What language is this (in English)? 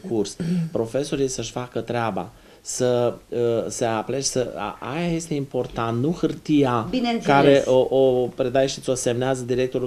Romanian